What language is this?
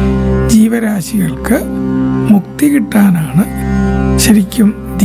Malayalam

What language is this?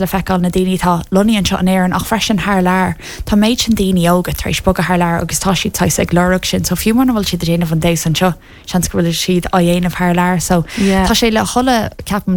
Irish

